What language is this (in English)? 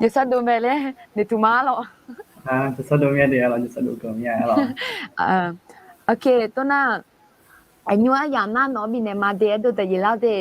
Akha